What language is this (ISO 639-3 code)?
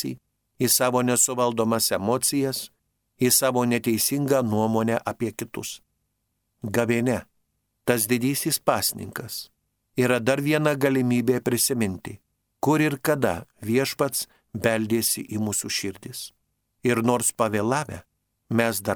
lit